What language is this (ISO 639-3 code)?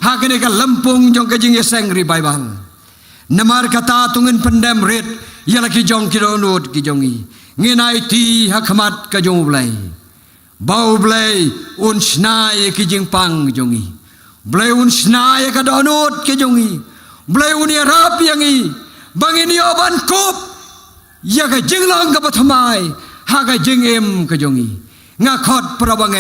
kha